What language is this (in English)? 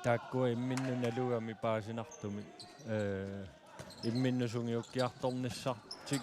Kalaallisut